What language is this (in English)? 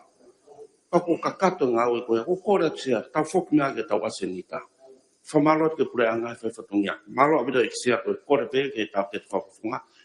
Tongan